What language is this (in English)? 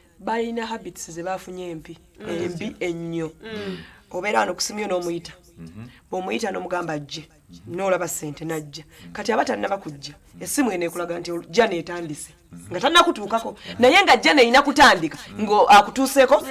Ganda